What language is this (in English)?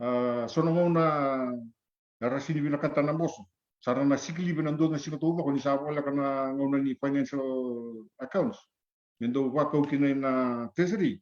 Fijian